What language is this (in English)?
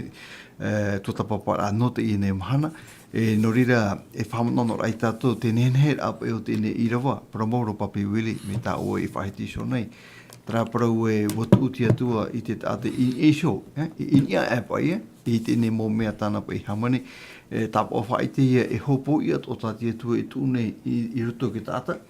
Tahitian